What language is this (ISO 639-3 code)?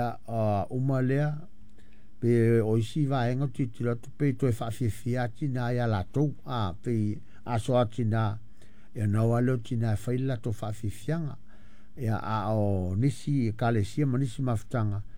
smo